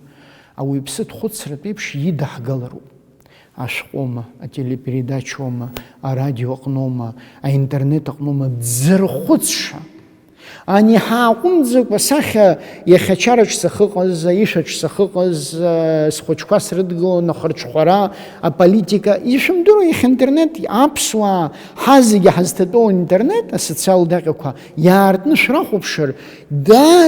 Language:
Abkhazian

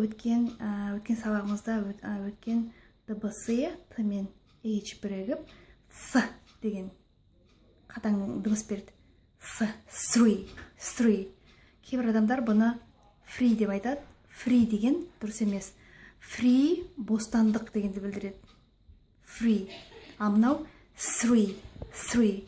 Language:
Kazakh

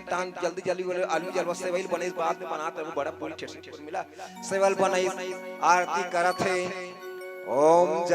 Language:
Chhattisgarhi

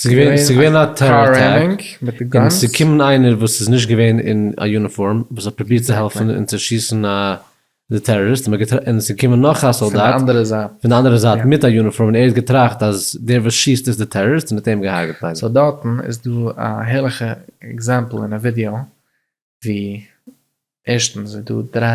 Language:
Yiddish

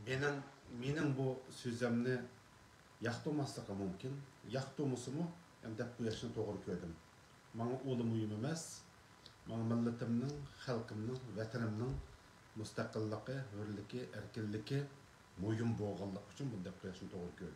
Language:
Uyghur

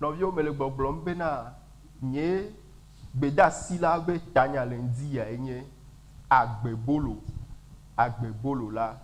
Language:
Ewe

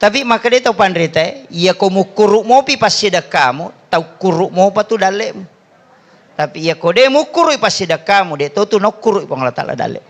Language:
Buginese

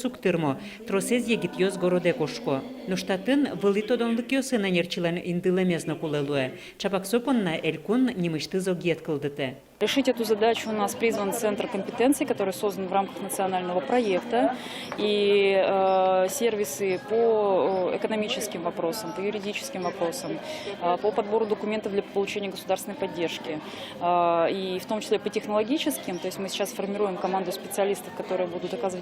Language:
Udmurt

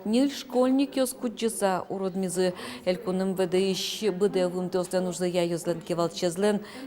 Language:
Udmurt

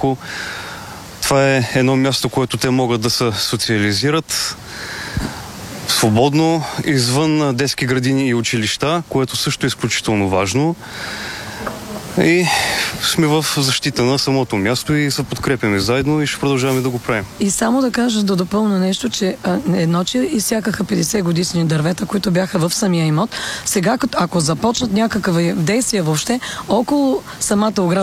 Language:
Bulgarian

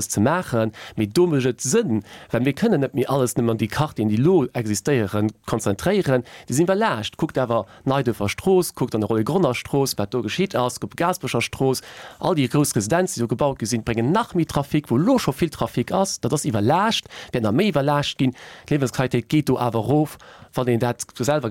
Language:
Luxembourgish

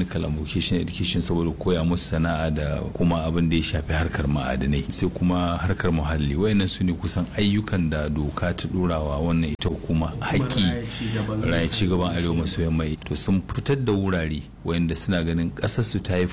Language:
Hausa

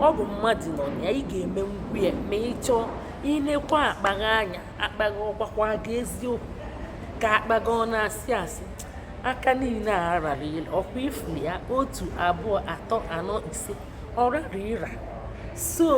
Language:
Igbo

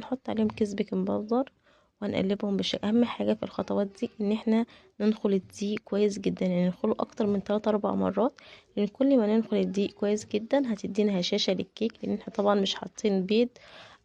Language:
Egyptian Arabic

